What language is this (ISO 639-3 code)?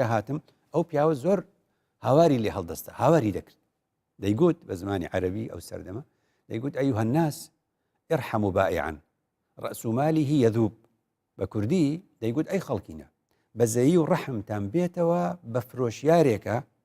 ckb